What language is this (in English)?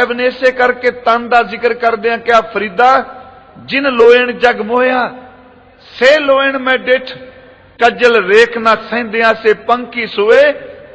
Punjabi